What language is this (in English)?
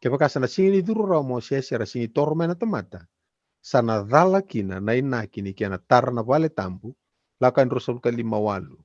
Fijian